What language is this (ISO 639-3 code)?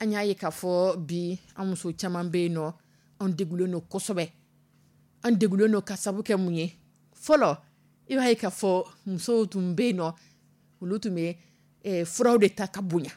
dyu